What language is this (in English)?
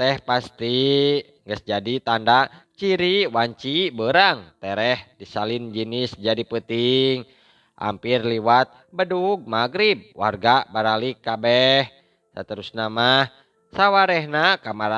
Sundanese